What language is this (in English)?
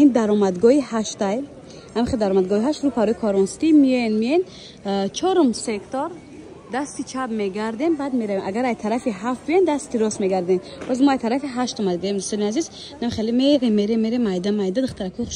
Tajik